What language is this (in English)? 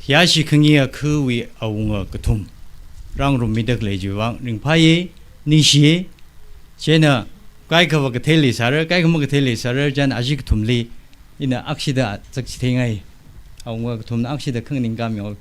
Tangkhul Naga (India)